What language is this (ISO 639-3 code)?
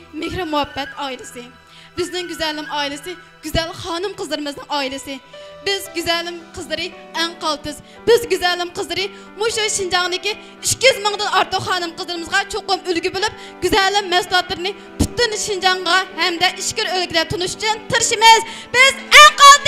uig